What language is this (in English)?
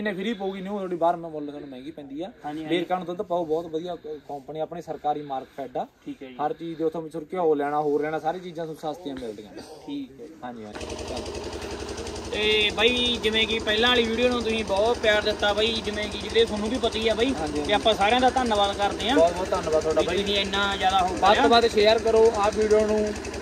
Punjabi